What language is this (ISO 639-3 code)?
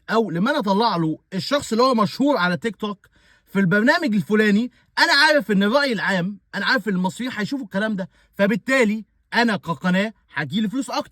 arz